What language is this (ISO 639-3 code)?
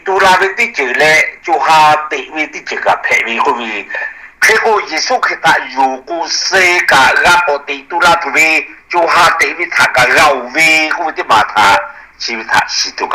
lhu